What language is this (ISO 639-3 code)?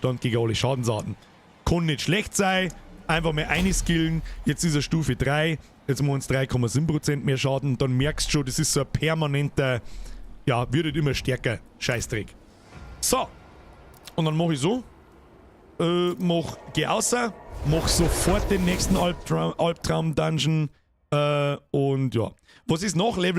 bar